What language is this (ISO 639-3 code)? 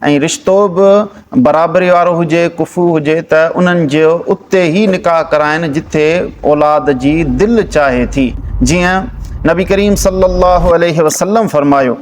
snd